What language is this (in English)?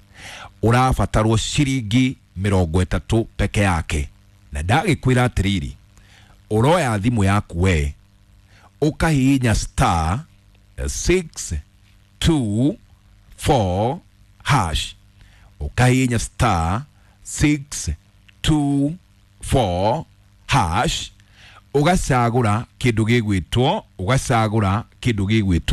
Kikuyu